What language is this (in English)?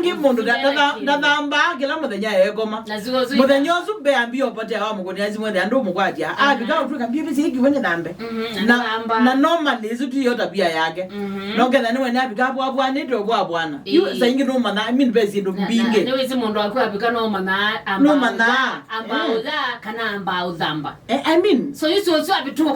Kamba